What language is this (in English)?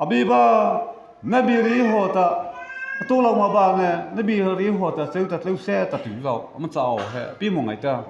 Mara Chin